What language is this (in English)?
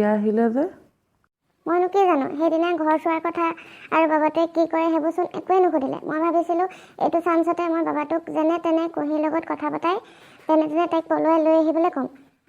Assamese